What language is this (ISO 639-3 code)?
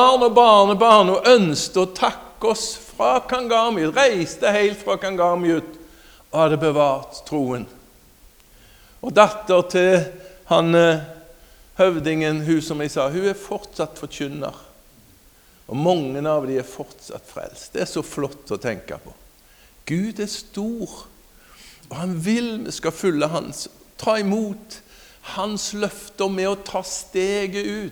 nor